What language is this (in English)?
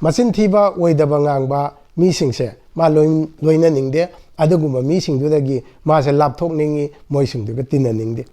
Manipuri